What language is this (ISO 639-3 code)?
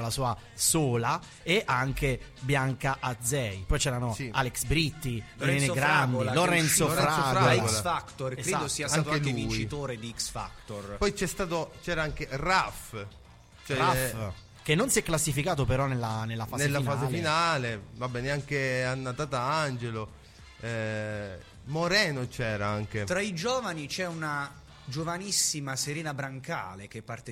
ita